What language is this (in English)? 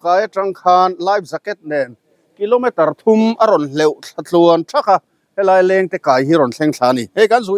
Mizo